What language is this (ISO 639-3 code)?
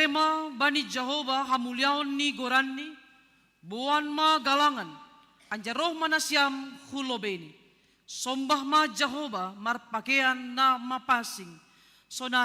bts